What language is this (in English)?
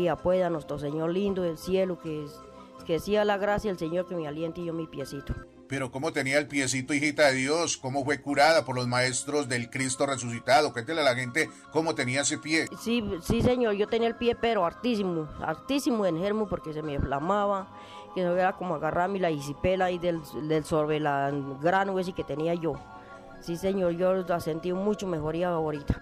Spanish